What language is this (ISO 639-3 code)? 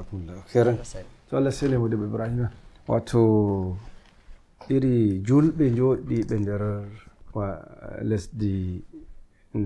fuv